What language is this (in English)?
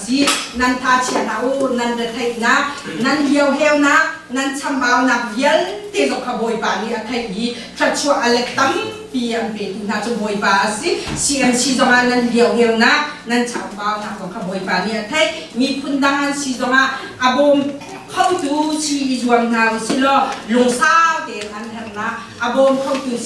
Hakha Chin